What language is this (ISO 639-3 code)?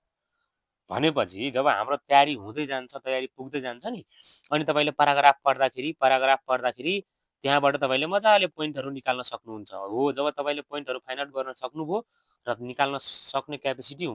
nep